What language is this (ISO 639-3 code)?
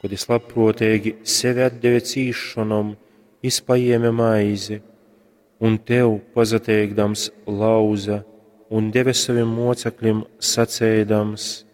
ltg